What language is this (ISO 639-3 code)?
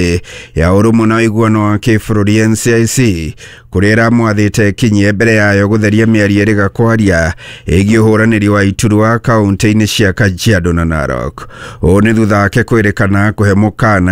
kik